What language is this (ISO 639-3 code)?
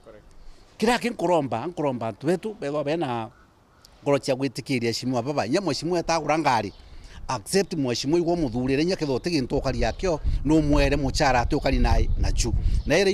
mer